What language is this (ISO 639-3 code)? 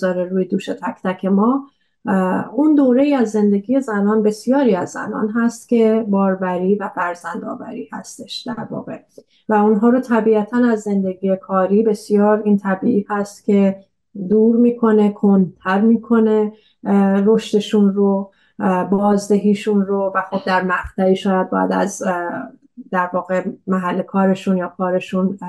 fas